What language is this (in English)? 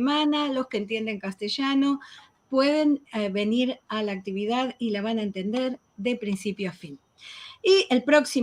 Ladino